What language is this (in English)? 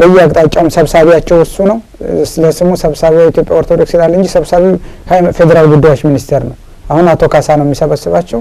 Amharic